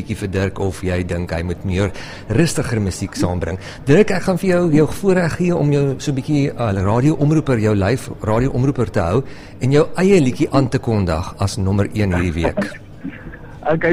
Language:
Afrikaans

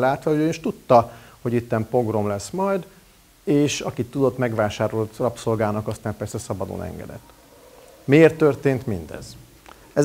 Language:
Hungarian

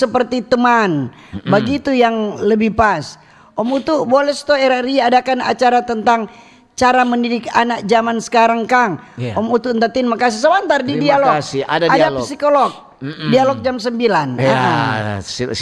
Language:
Manado Malay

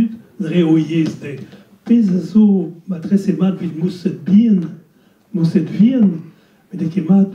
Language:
Breton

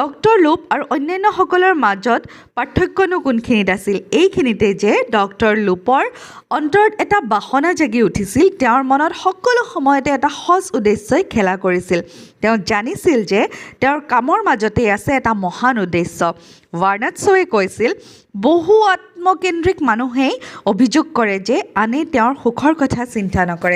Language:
Assamese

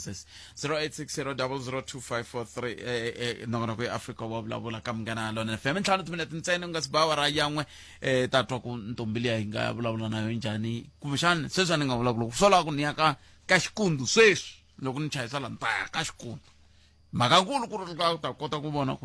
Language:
Tsonga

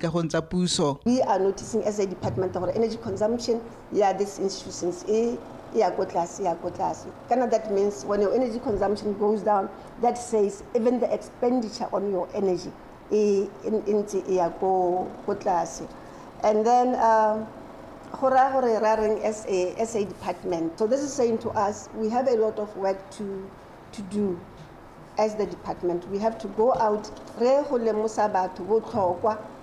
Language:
Tswana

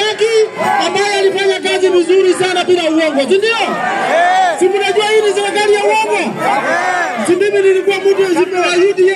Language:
Swahili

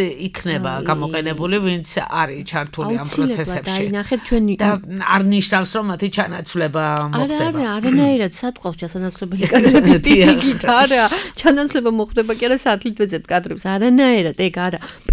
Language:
Georgian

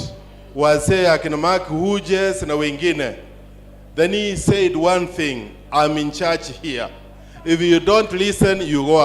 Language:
Gusii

